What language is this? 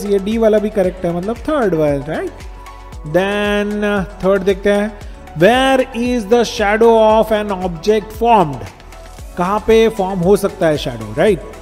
Hindi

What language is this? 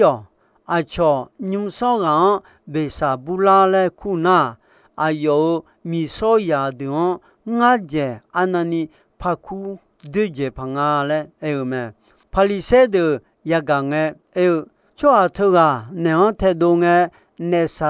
Akha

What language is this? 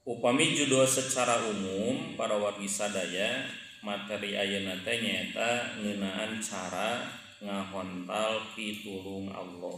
Sundanese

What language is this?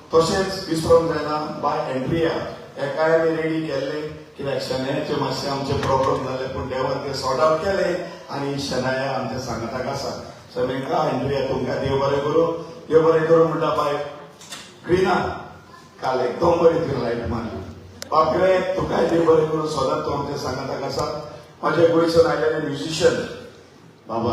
Konkani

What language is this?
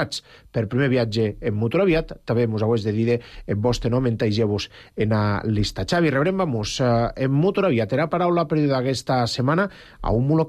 Catalan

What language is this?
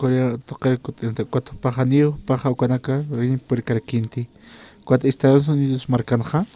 Aymara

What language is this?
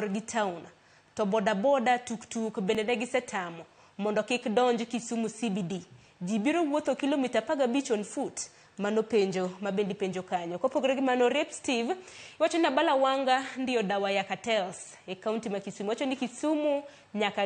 Luo (Kenya and Tanzania)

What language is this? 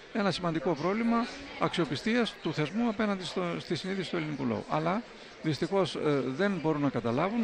Greek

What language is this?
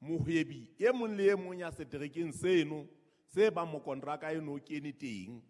Southern Sotho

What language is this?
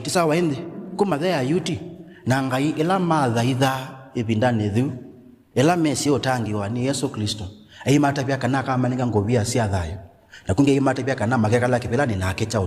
Kamba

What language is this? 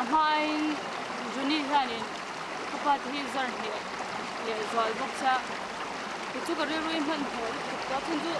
Mizo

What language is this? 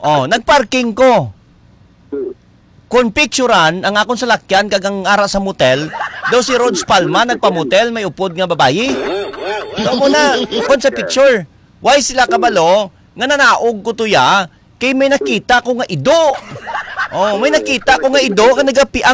Hiligaynon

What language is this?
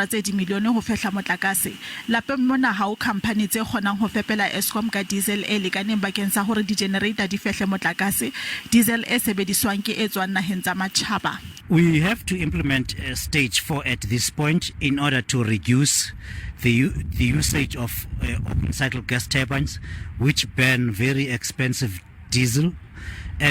Southern Sotho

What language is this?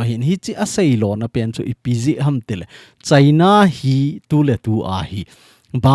Thado Chin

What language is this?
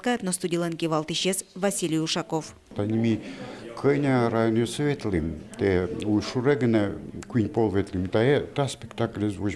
Udmurt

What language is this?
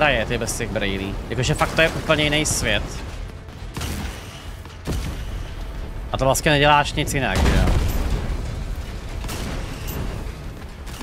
Czech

